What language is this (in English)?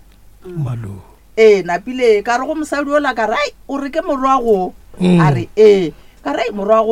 Northern Sotho